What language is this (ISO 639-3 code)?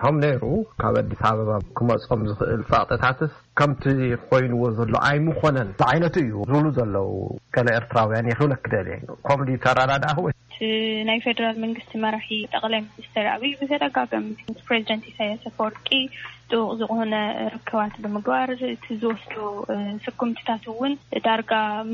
tir